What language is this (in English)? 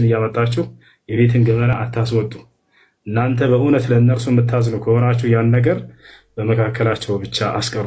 Amharic